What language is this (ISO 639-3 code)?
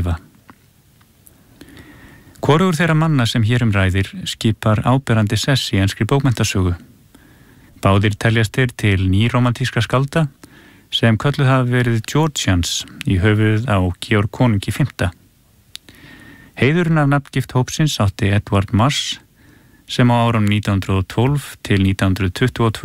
isl